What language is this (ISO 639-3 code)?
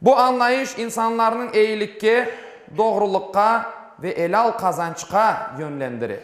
crh